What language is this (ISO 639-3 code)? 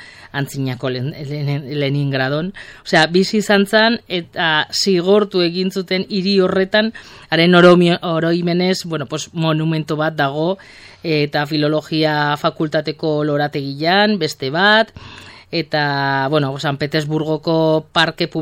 eus